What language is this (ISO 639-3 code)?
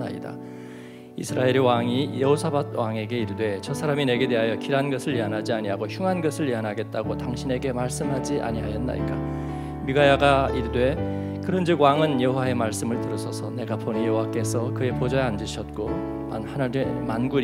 kor